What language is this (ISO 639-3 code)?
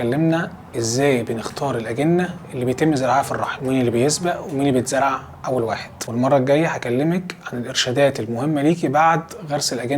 arz